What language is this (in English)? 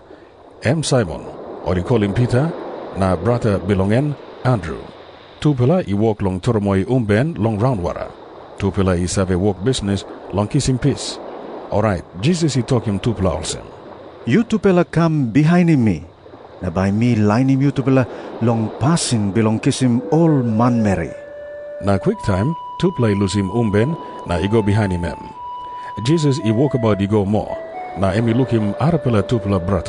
Tok Pisin